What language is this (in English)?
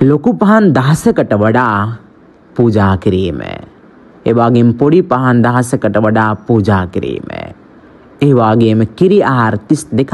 Sinhala